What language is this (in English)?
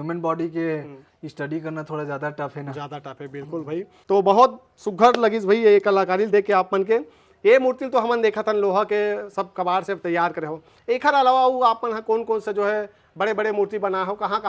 Chhattisgarhi